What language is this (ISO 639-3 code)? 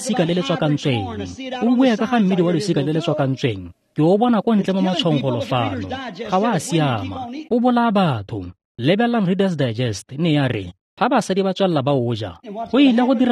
tsn